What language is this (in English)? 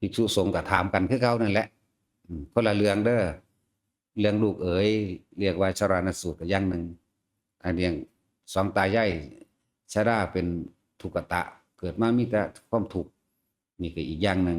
Northeastern Thai